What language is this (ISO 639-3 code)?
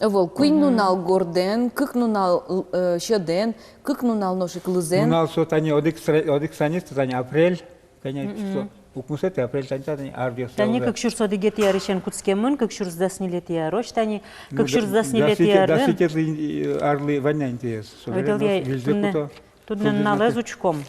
udm